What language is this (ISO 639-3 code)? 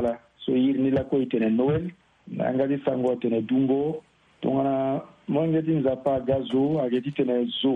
sag